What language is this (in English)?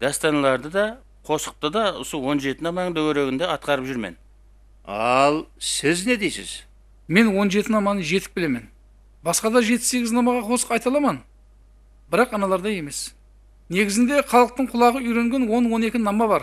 Kara-Kalpak